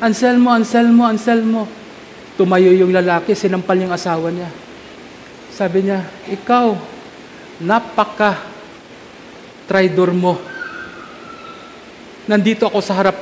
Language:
Filipino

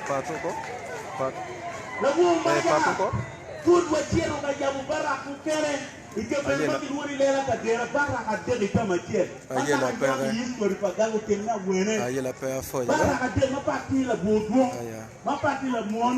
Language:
Acoli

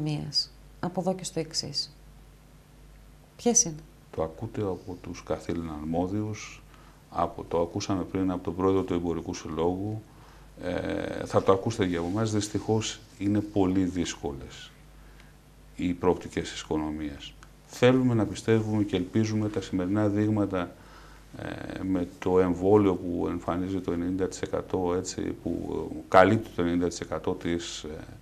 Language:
Greek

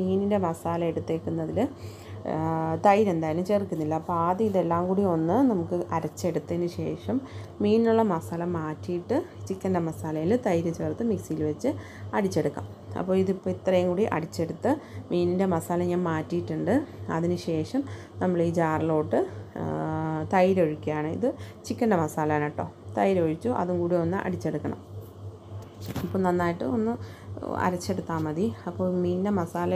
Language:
Malayalam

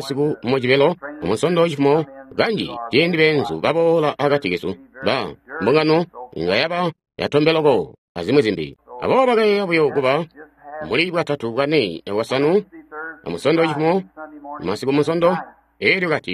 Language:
Tonga (Zambia)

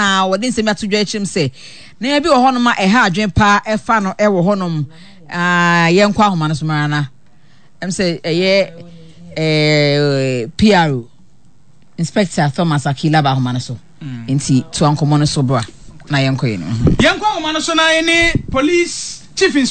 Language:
Akan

